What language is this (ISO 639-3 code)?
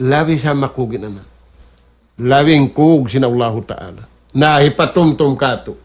tsg